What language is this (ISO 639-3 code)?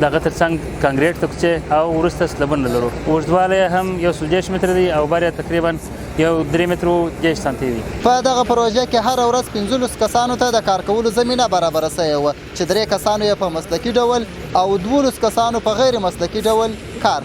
pus